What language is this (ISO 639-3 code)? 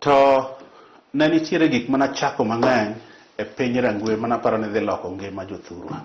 luo